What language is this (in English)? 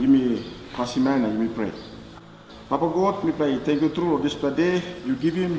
Tok Pisin